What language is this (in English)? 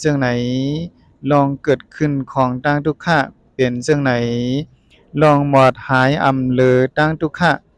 Shan